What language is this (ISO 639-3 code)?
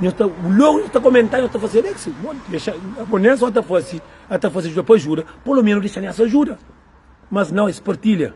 kea